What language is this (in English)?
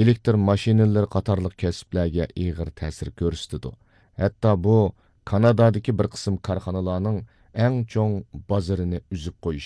Uyghur